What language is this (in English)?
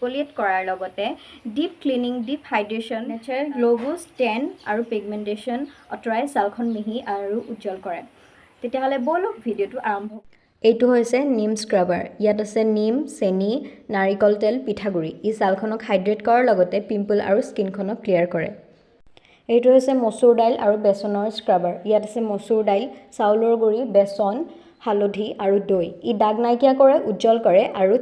Assamese